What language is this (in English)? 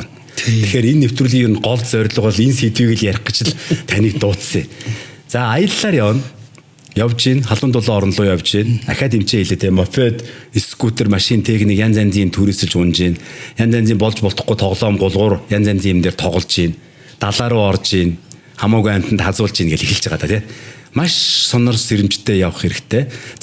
Mongolian